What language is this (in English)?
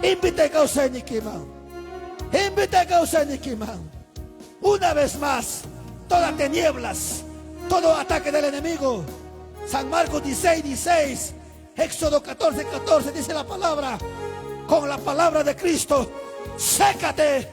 Ayacucho Quechua